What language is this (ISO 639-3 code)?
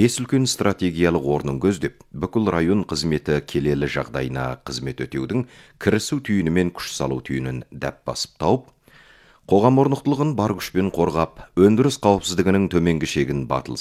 kaz